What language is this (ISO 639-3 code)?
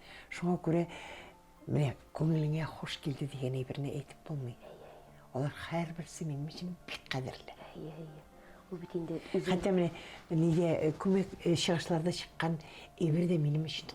tat